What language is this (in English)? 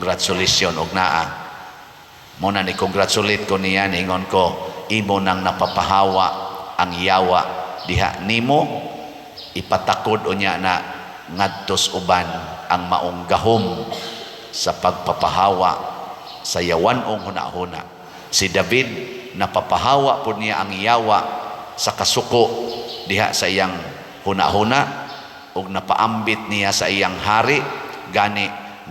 Cebuano